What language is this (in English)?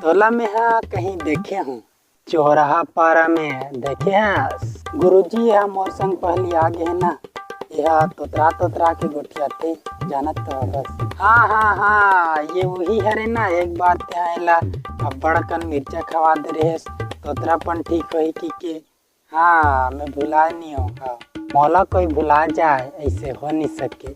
Chhattisgarhi